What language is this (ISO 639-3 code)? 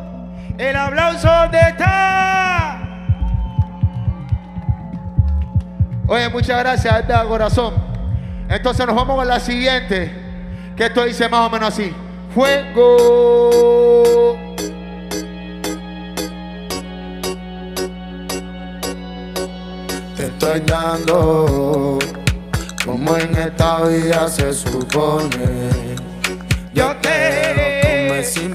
spa